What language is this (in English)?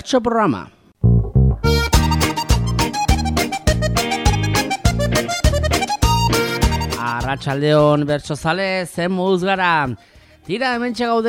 Basque